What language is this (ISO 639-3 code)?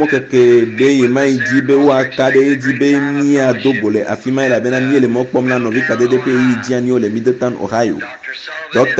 ewe